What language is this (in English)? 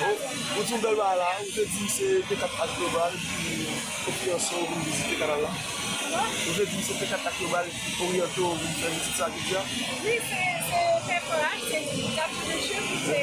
Haitian Creole